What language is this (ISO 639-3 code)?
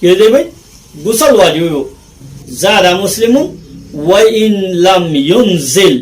rhg